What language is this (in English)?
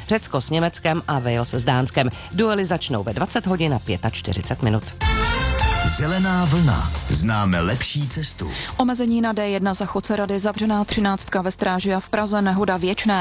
Czech